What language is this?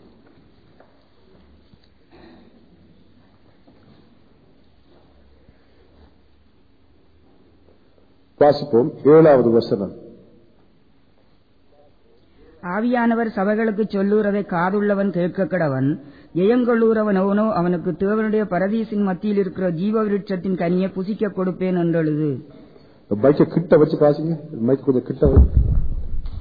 Tamil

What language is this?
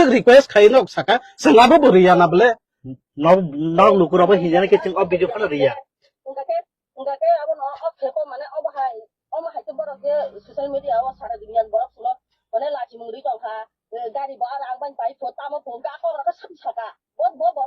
Kok Borok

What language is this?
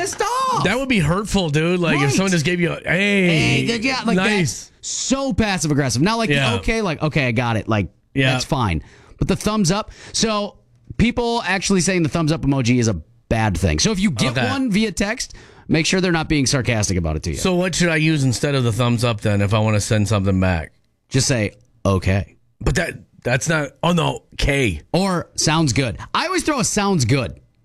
English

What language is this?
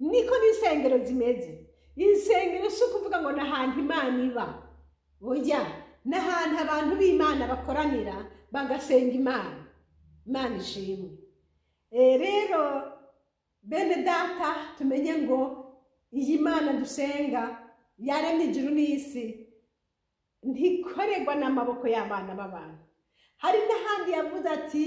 Rundi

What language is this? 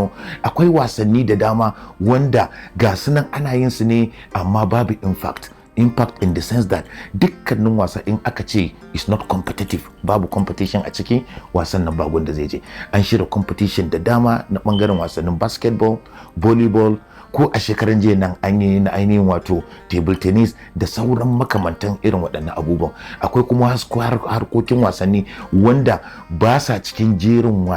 Hausa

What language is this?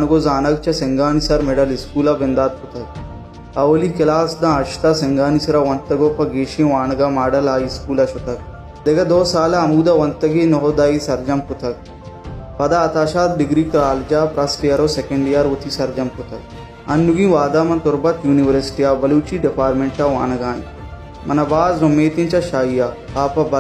Baluchi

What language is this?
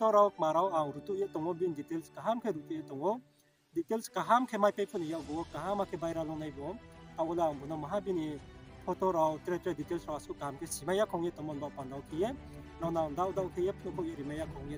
Riang (India)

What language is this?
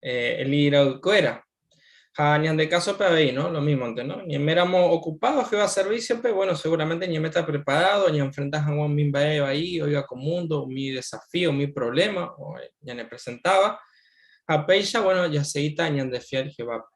Guarani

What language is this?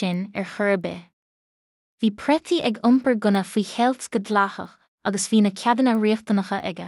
Irish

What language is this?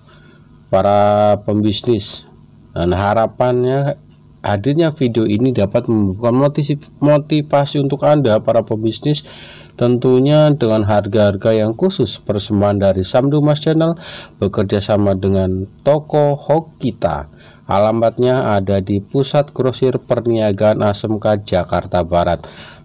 Indonesian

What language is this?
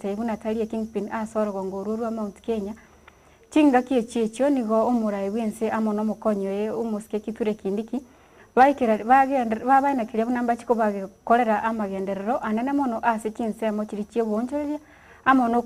Gusii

